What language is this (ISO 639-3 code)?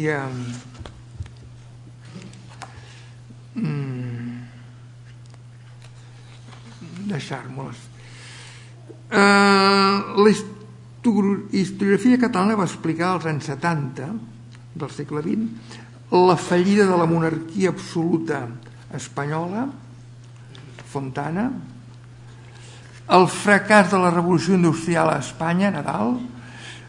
cat